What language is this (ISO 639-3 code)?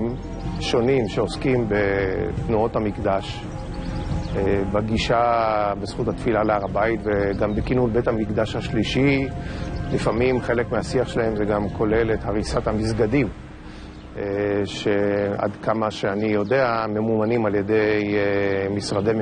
heb